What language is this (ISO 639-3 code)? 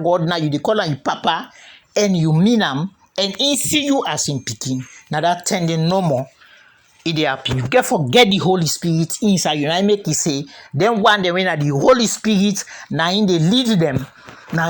kri